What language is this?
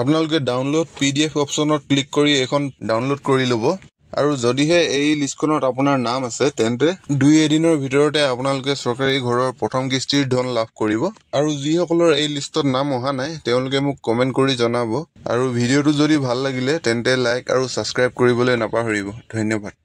Assamese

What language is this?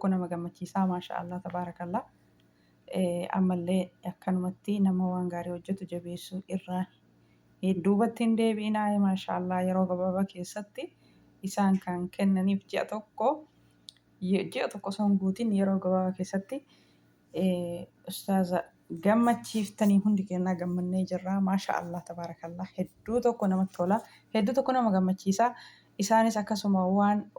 Oromo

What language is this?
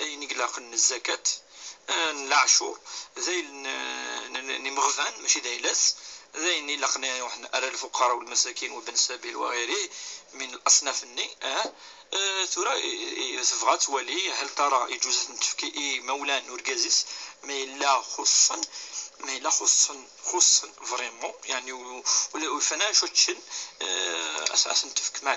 Kabyle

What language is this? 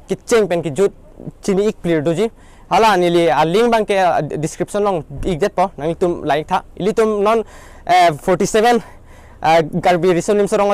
Karbi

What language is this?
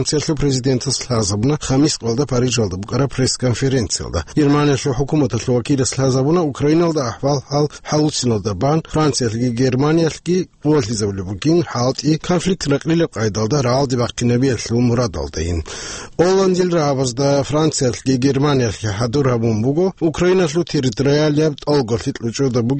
Avaric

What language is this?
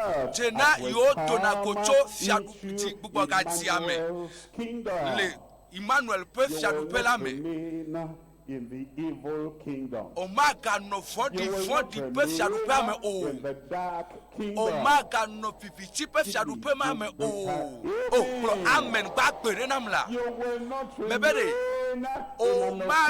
Ewe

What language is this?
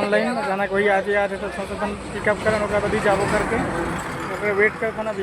Chhattisgarhi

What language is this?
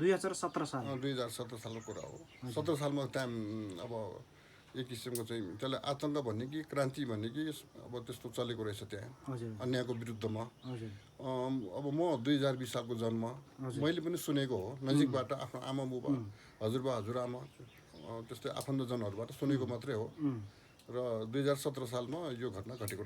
Nepali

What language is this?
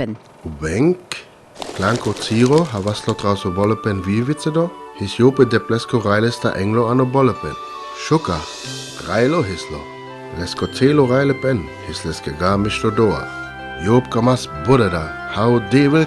Sinte Romani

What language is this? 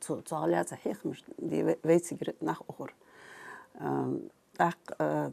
Ingush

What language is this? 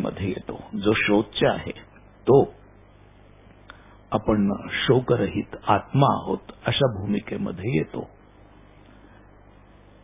Marathi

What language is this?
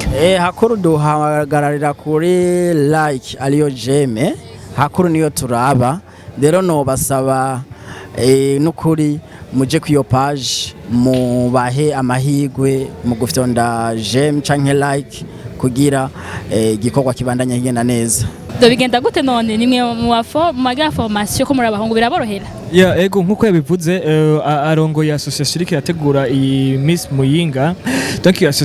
Rundi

